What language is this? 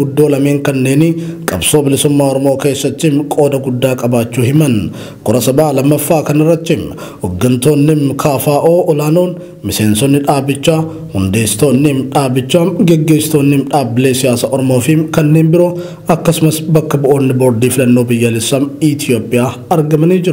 Oromo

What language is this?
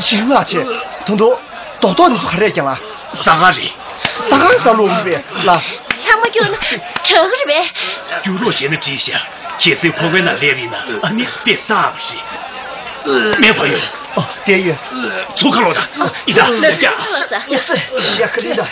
Tibetan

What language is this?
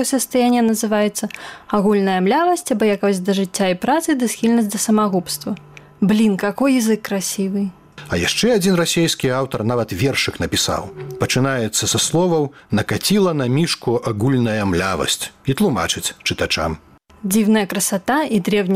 Belarusian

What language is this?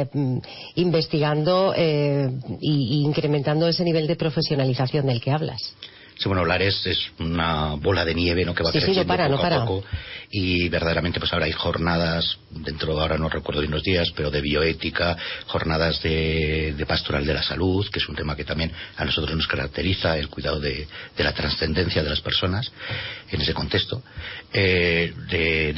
Spanish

